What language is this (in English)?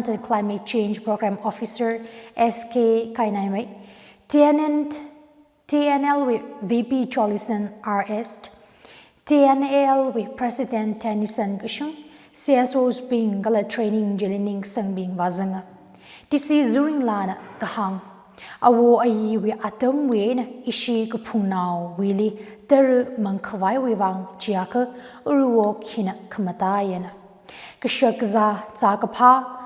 Tangkhul Naga (India)